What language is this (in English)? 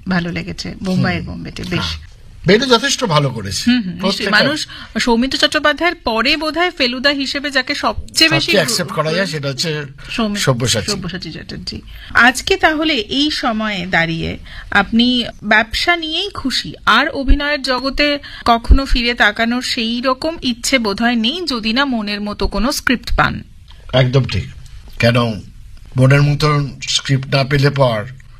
Bangla